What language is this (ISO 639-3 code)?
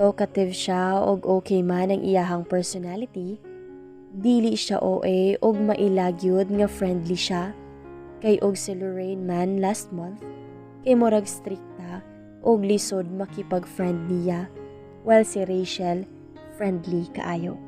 ceb